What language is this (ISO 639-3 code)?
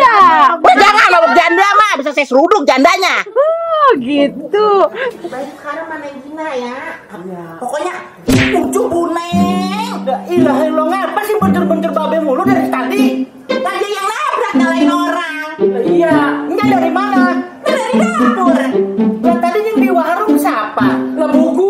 bew